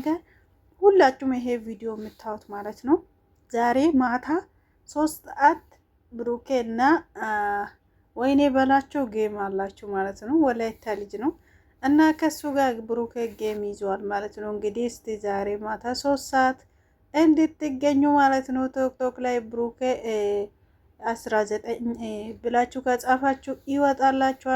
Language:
Amharic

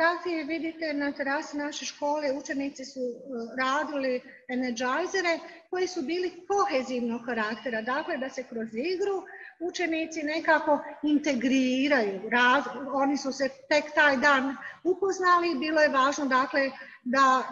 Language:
Bosnian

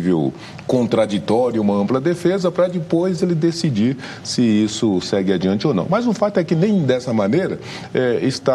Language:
Portuguese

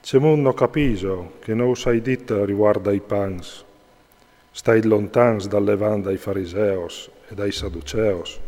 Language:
Friulian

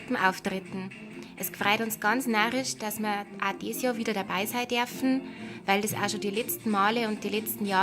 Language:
Bavarian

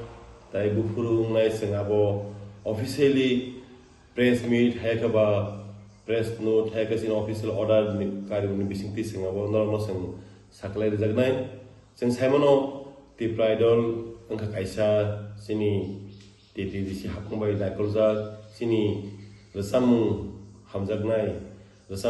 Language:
Kok Borok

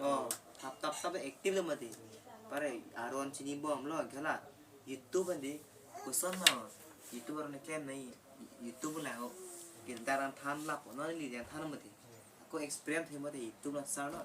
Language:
Karbi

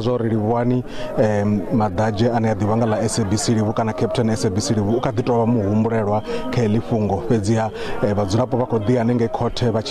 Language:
Venda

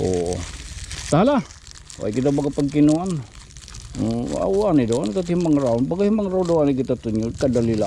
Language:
Waray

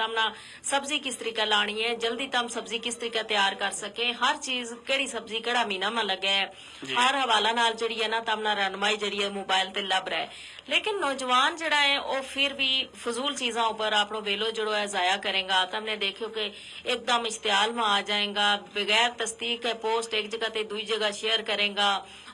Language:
Gujari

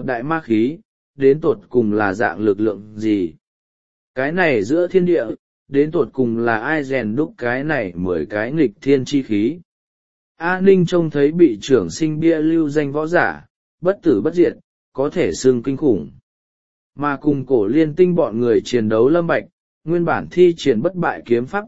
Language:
Vietnamese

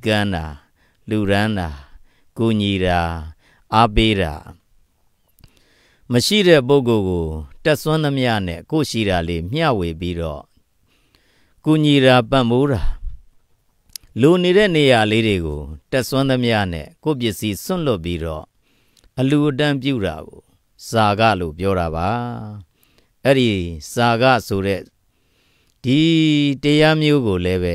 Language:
Burmese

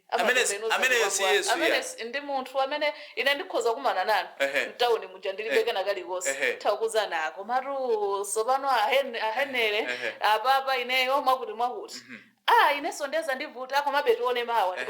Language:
Nyanja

